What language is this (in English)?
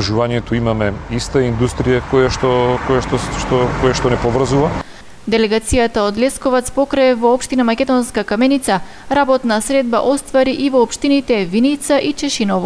Macedonian